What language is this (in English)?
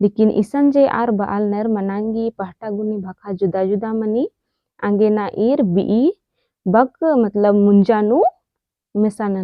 Kurukh